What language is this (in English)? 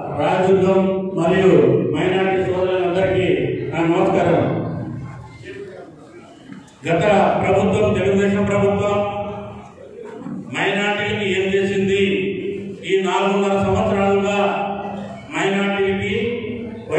Telugu